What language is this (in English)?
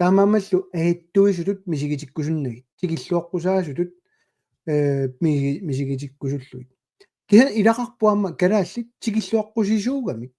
Kalaallisut